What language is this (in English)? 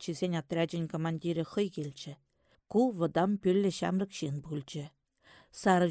Chuvash